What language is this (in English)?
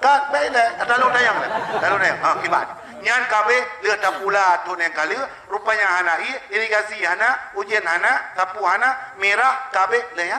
Achinese